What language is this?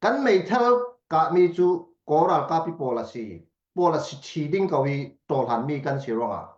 Falam Chin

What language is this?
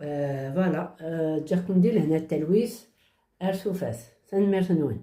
Kabyle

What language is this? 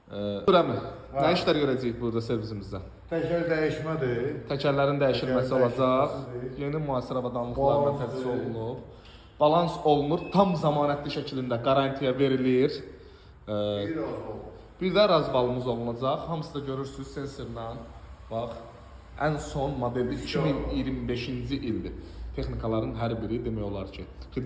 Azerbaijani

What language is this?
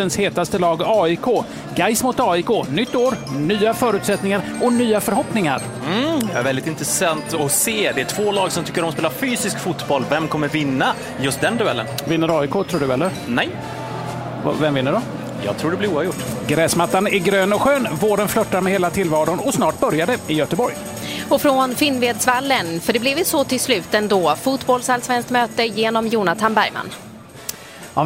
Swedish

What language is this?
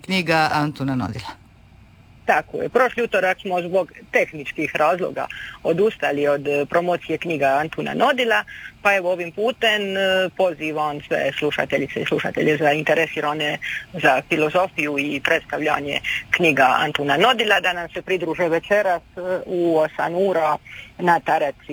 Croatian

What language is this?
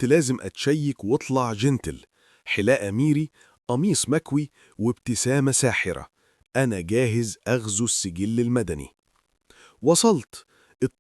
Egyptian Arabic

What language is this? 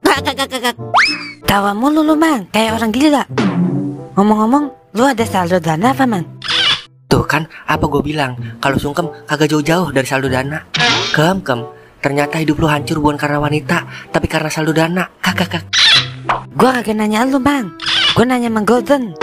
Betawi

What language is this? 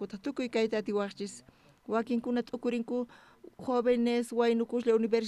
South Bolivian Quechua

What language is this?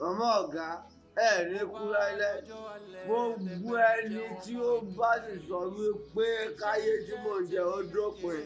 Yoruba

